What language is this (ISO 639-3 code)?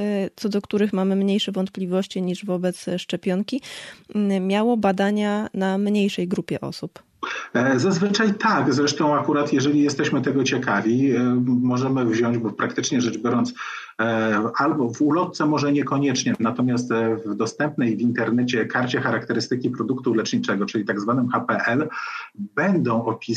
pol